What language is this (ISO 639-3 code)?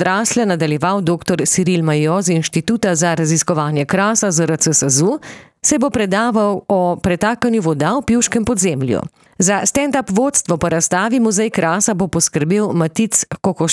slv